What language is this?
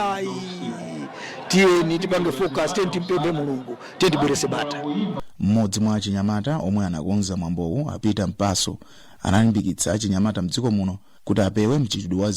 Nyanja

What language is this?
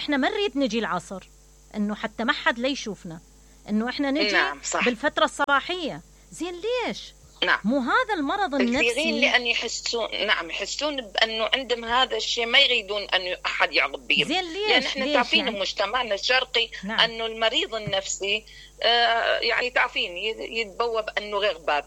Mesopotamian Arabic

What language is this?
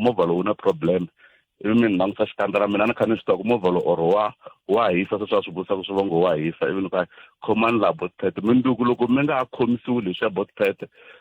Tsonga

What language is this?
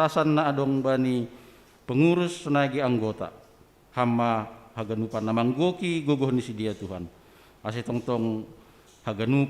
Batak Simalungun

